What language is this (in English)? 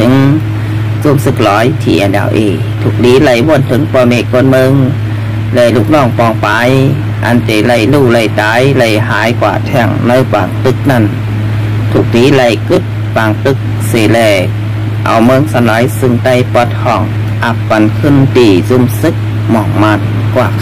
Shan